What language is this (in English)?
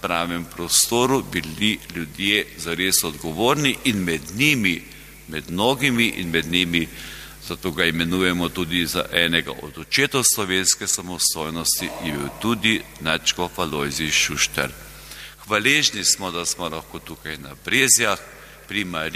Slovenian